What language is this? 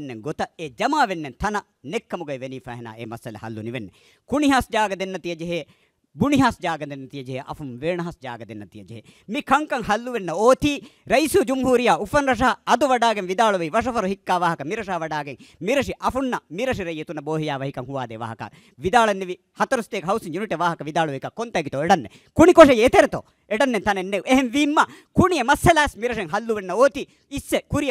Divehi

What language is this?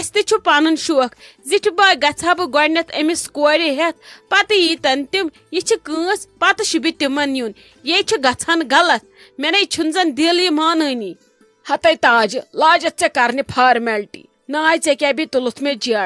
Kashmiri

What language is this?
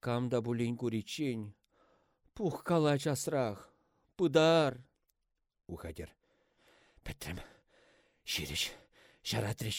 Chuvash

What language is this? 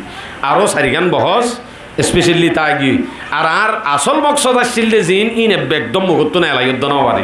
Rohingya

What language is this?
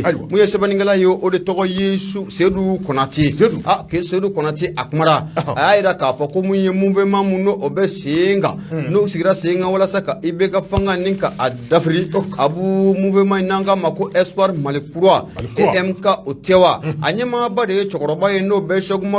Bambara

